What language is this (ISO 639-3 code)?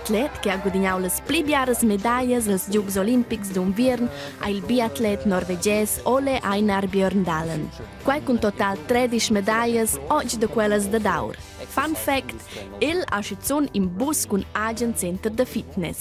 roh